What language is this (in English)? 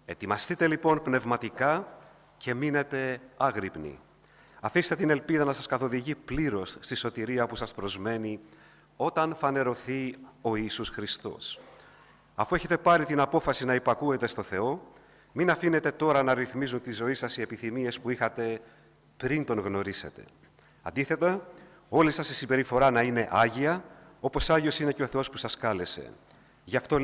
Greek